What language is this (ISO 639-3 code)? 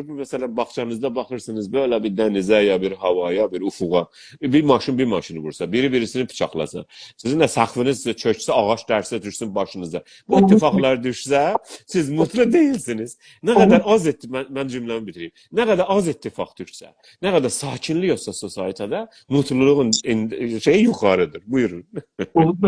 azb